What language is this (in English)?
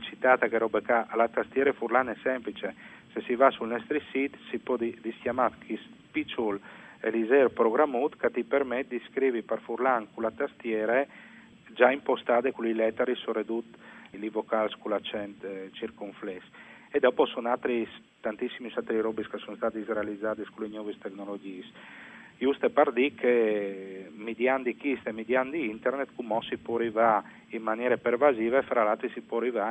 Friulian